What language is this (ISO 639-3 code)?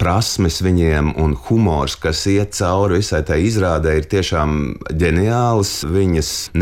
lav